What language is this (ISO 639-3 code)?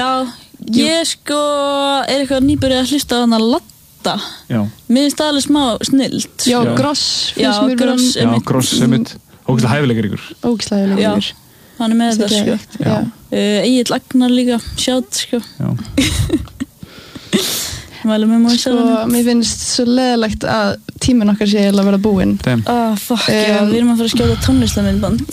isl